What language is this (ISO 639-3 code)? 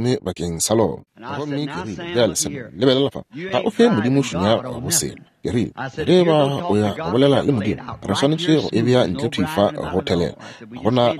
nso